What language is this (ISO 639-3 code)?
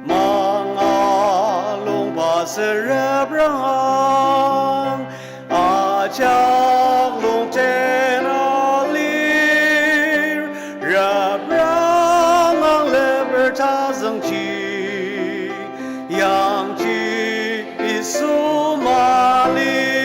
njo